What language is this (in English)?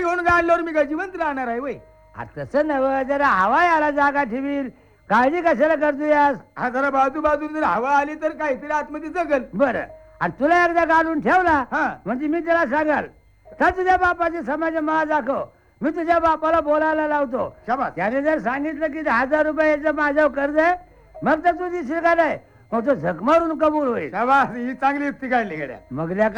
Marathi